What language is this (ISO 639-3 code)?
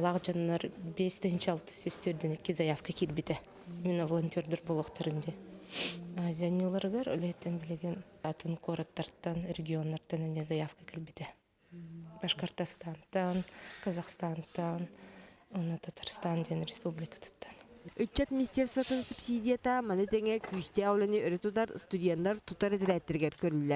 sah